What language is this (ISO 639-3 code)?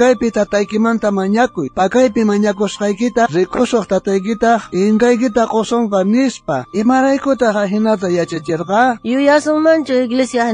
quh